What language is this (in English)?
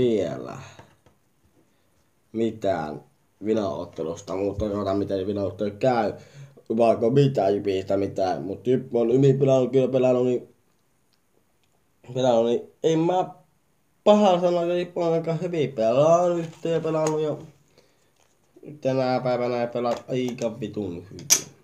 Finnish